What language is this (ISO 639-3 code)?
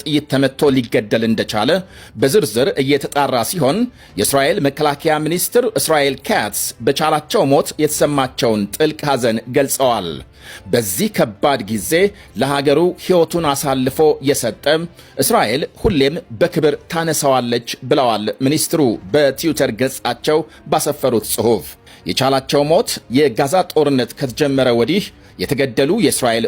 amh